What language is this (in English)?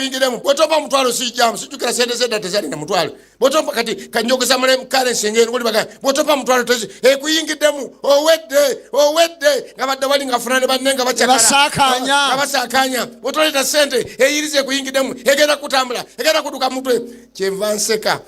Ganda